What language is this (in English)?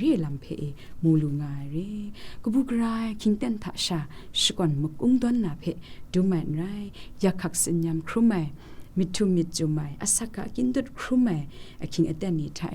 Kachin